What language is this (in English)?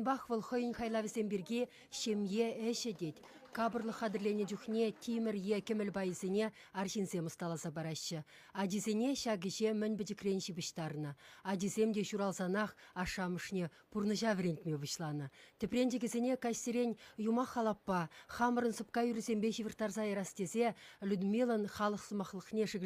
Chuvash